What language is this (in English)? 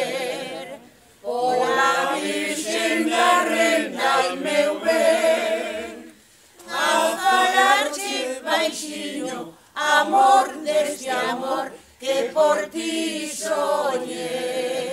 Galician